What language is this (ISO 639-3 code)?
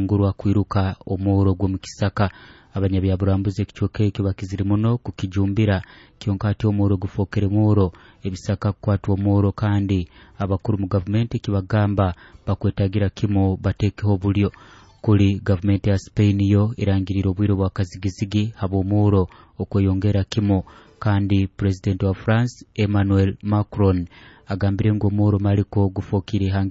nyo